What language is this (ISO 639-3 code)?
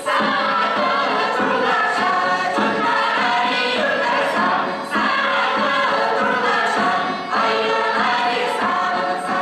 chv